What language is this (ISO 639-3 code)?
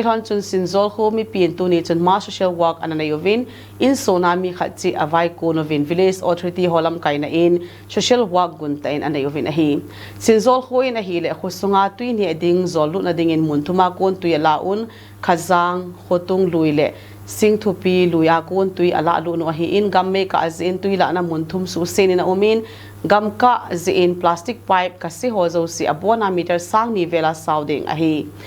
tcz